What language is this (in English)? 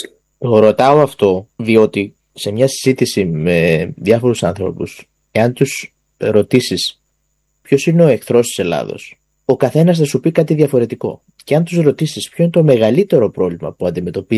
Greek